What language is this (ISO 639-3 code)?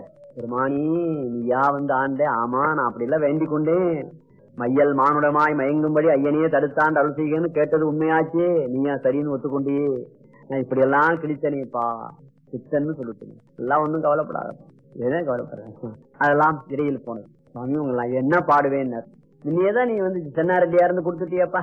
tam